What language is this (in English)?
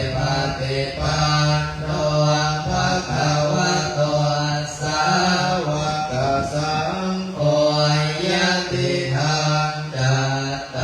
Pali